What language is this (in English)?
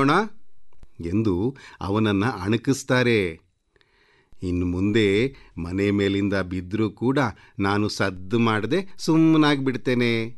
Kannada